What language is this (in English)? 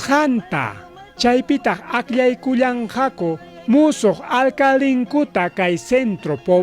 Ayacucho Quechua